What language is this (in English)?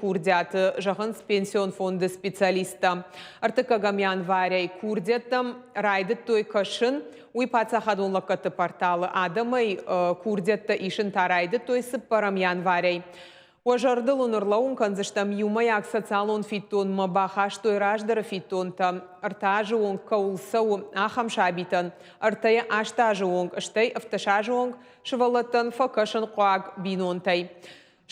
Ossetic